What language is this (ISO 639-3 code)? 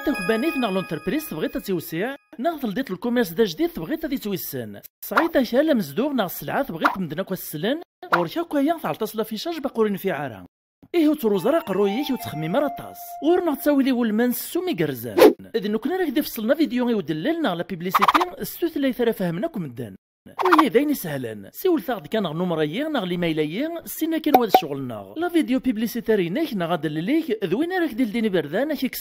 kab